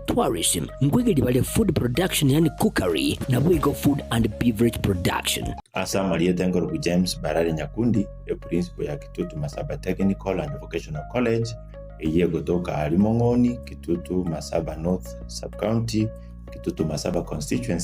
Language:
Gusii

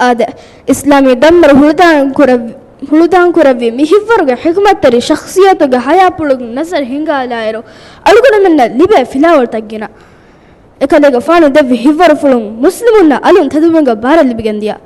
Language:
Divehi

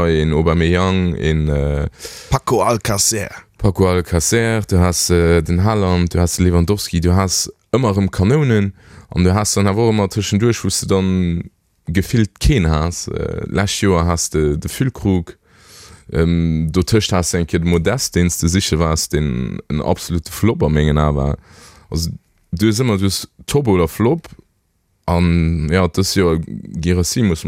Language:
Luxembourgish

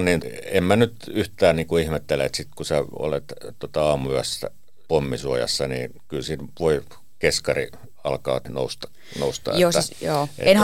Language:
Finnish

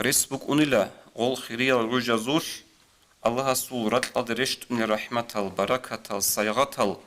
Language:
Avaric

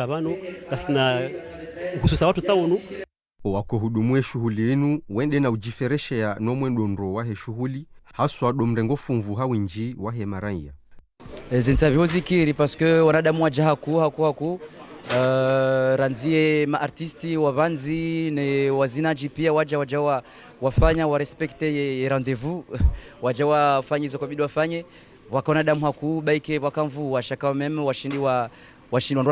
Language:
Ngazidja Comorian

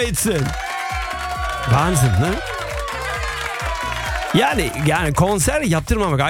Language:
Turkish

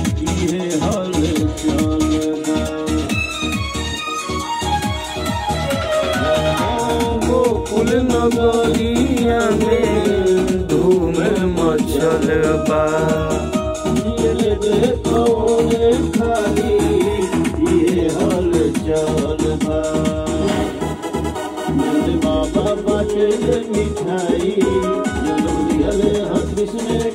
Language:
Bhojpuri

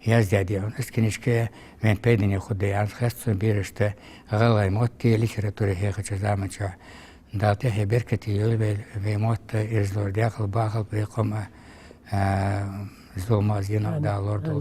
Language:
Ingush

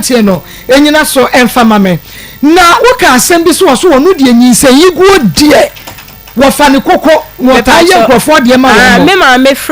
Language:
Akan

